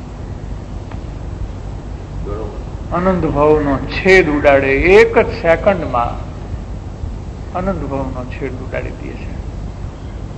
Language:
Gujarati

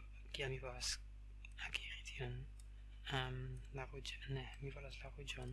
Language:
Esperanto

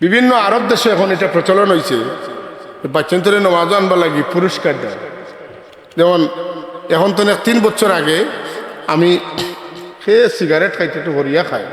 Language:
Sylheti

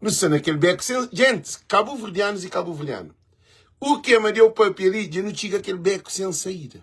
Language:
Kabuverdianu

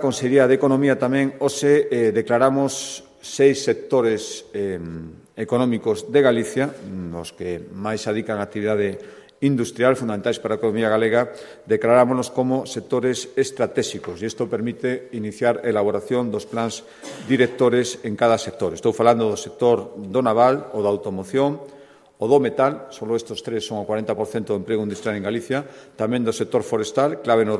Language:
Galician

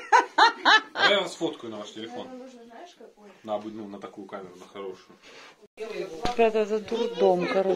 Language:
Russian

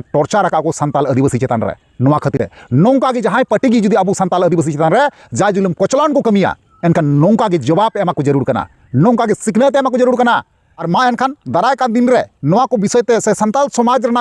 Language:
Santali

